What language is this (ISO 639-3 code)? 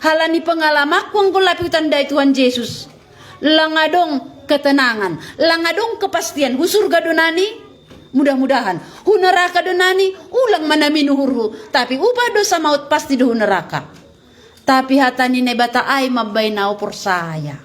bts